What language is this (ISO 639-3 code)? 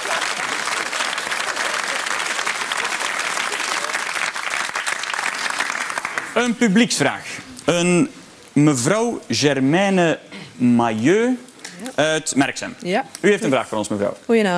nld